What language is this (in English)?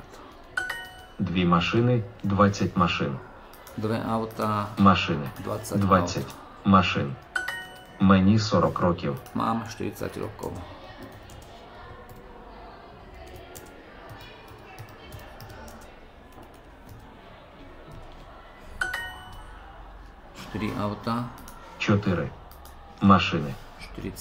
Slovak